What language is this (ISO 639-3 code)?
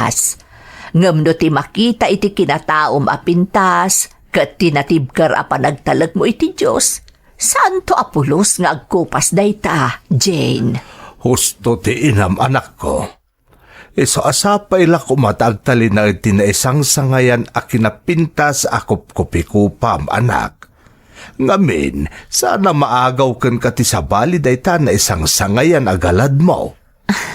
ilo